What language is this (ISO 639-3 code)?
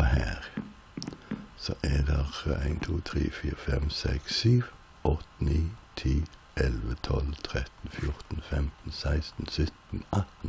nor